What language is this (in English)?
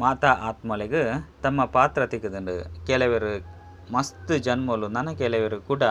Tulu